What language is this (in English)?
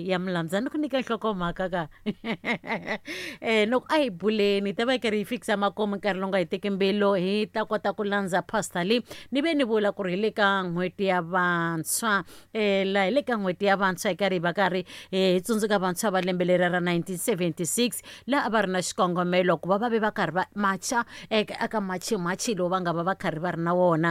Tsonga